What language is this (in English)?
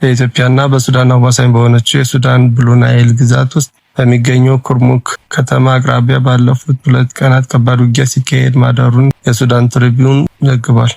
Amharic